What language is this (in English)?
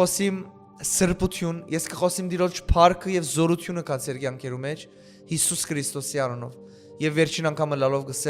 Western Armenian